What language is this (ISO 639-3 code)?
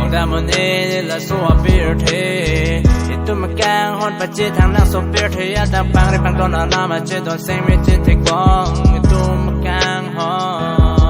mjw